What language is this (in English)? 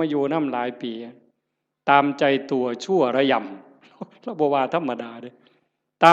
Northeastern Thai